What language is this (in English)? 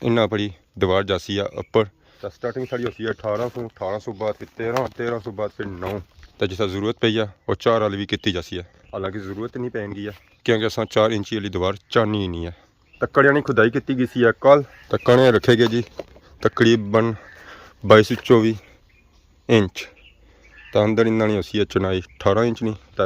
Pahari-Potwari